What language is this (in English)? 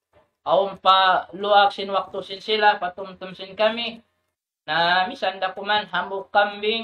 Tausug